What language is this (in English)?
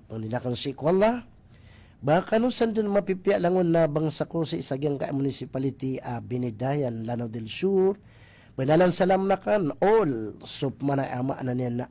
Maranao